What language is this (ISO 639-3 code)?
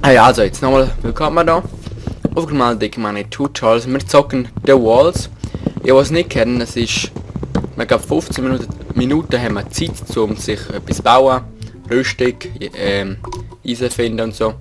gsw